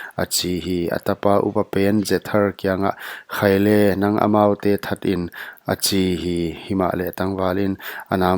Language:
Paite Chin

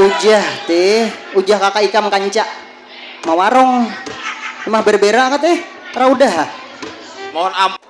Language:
Banjar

